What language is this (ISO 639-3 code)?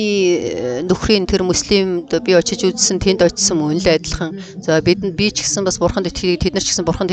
mon